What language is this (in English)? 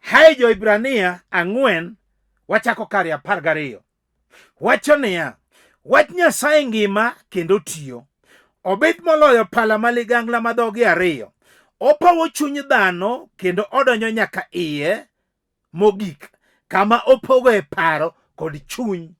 Luo (Kenya and Tanzania)